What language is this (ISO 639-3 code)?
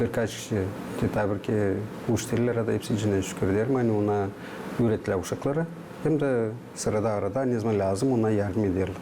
gag